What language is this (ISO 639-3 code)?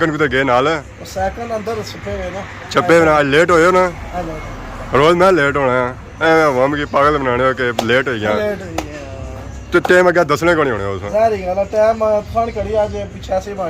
phr